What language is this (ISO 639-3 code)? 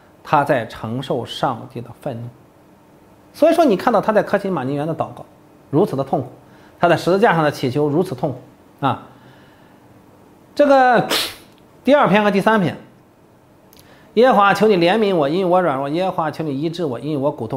zho